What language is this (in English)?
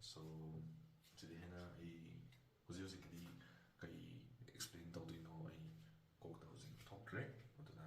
Manipuri